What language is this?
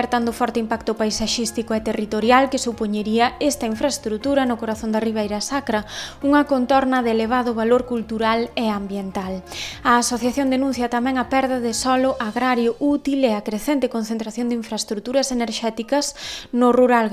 Galician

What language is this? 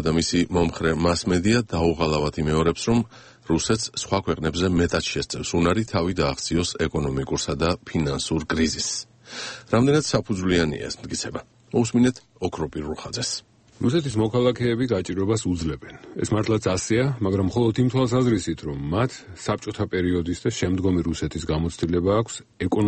Georgian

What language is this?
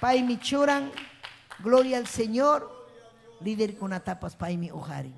Ayacucho Quechua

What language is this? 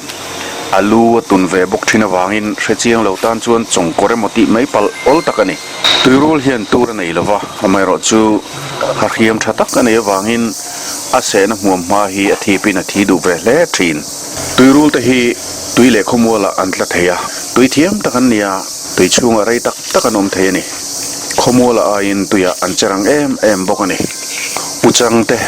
Mizo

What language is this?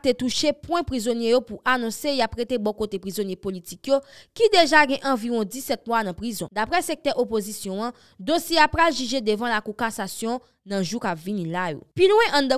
Haitian Creole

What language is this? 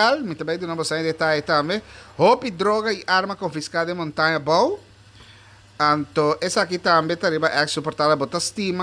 Papiamento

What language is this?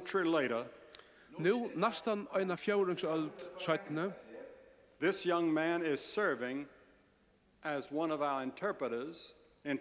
Faroese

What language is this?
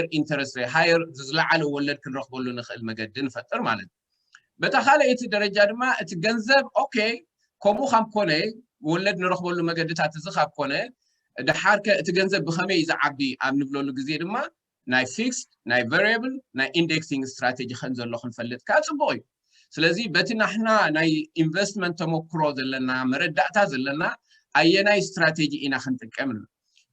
Tigrinya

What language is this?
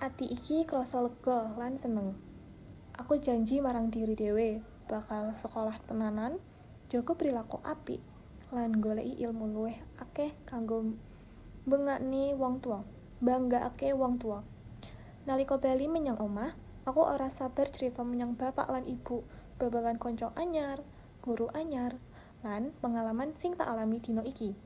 Javanese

